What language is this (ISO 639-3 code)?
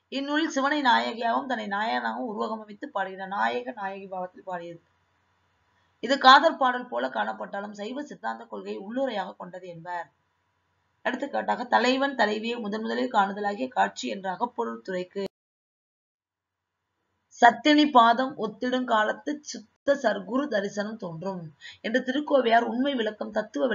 tam